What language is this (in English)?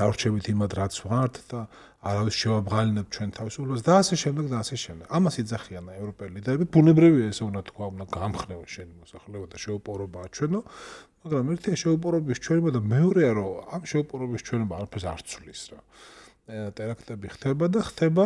Georgian